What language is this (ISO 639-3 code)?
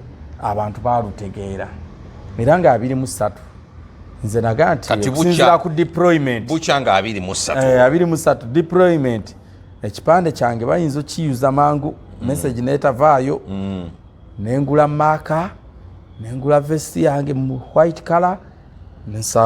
lug